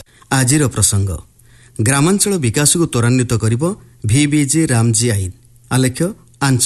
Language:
Odia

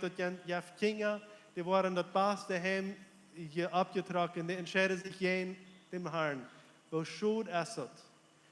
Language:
Plautdietsch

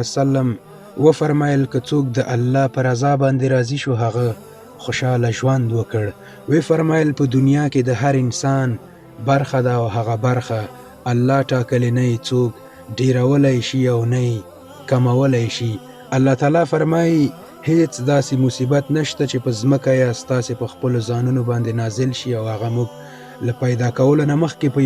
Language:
Pashto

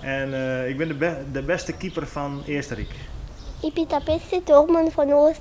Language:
Western Frisian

